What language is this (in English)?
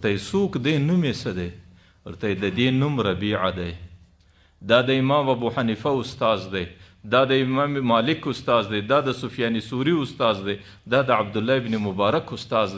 Pashto